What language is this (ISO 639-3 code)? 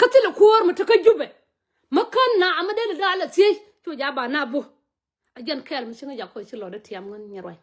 nus